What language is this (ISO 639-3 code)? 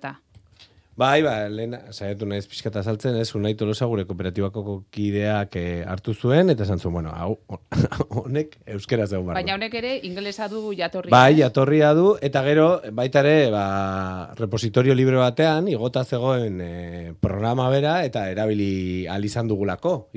eus